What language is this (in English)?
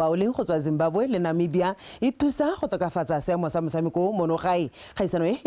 Tswana